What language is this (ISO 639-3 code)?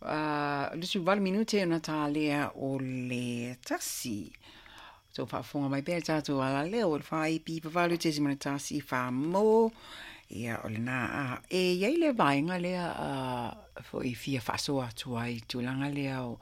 smo